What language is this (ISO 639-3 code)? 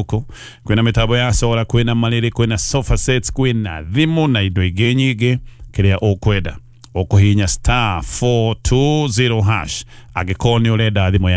kik